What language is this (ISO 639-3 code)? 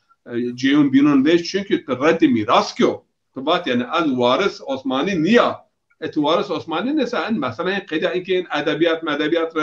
zza